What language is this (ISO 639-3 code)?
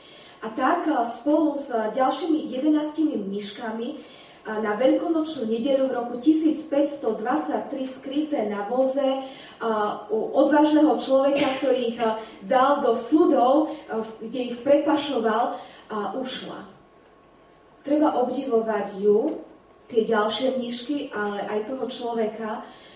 slk